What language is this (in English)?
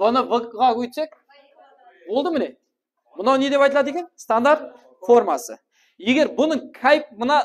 Kara-Kalpak